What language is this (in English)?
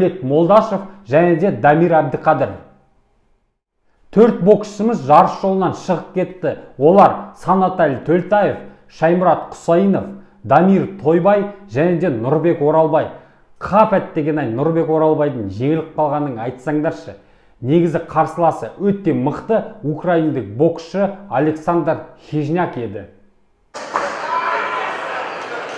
Kazakh